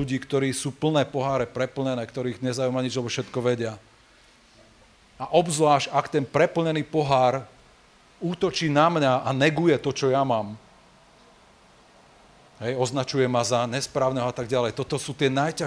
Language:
Slovak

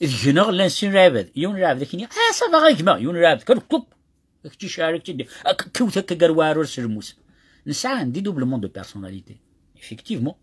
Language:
Kabyle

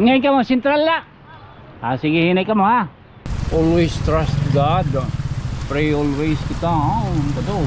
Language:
Waray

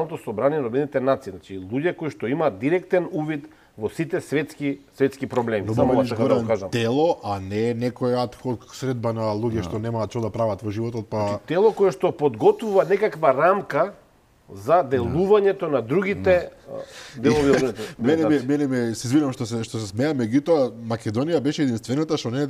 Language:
Macedonian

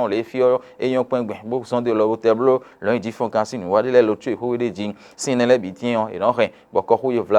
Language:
Fon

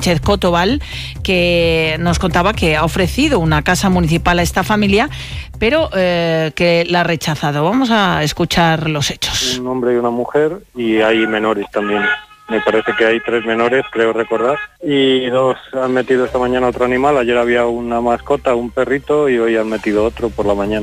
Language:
Spanish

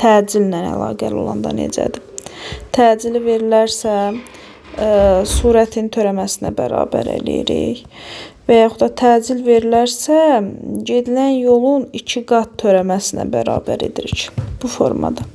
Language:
Azerbaijani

